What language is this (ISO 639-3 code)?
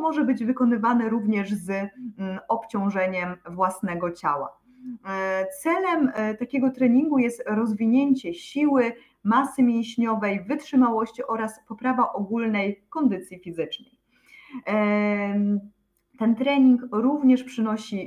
pol